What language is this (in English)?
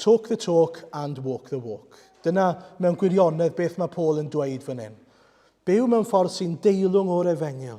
Welsh